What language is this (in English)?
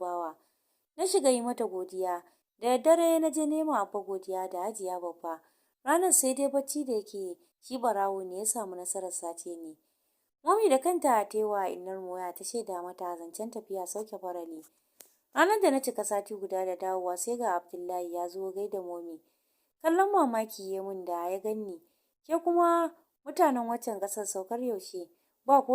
Hausa